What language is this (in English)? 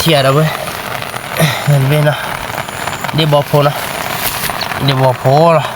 S'gaw Karen